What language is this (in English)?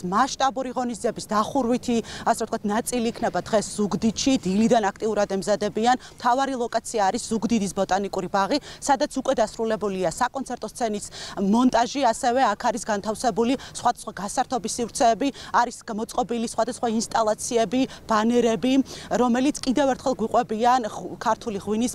Georgian